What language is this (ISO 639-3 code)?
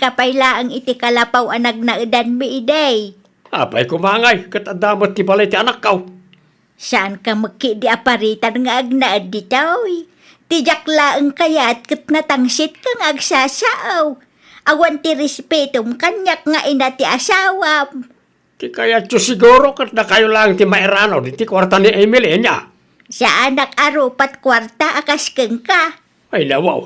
ilo